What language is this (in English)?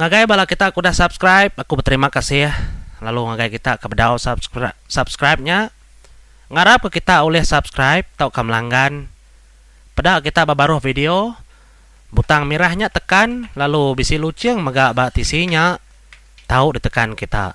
Iban